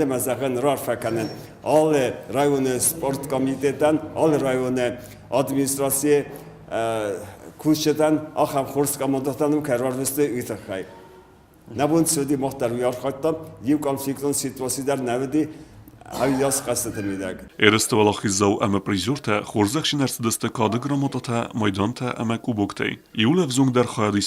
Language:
Ossetic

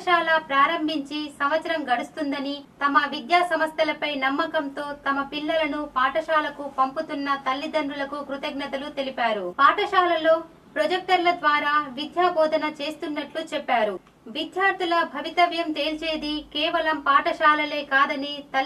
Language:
Telugu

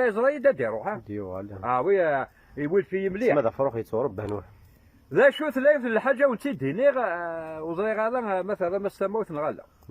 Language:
Kabyle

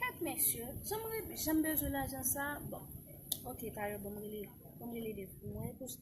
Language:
Haitian Creole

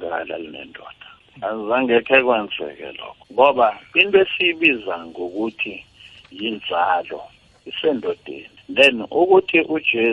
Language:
South Ndebele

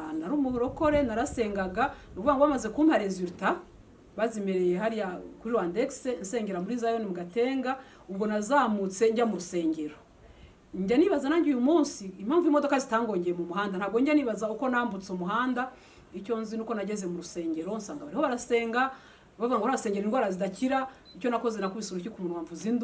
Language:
Kinyarwanda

